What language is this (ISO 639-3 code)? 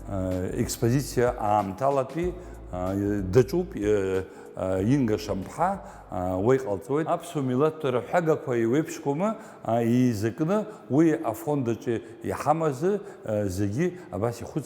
abk